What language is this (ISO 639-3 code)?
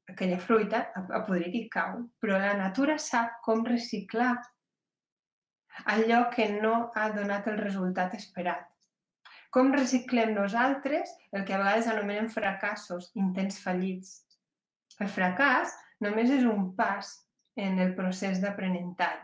cat